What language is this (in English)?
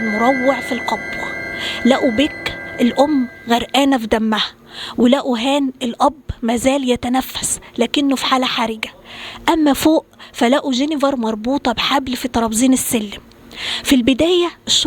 Egyptian Arabic